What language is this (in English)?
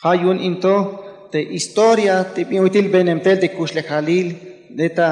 Tzeltal